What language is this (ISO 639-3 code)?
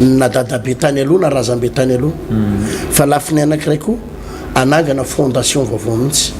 mlg